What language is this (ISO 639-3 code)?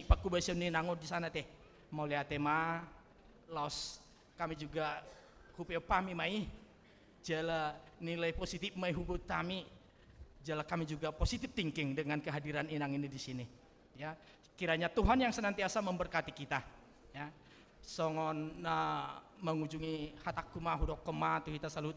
bbc